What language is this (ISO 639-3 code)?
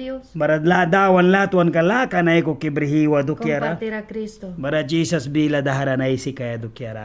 miq